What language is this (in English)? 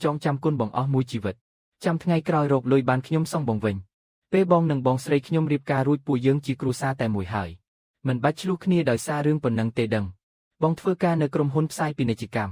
Khmer